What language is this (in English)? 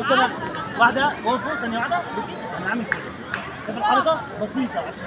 Egyptian Arabic